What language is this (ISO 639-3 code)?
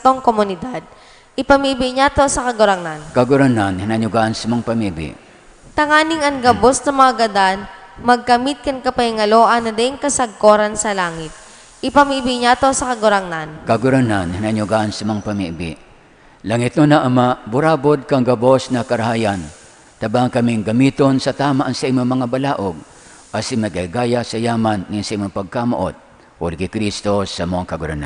bik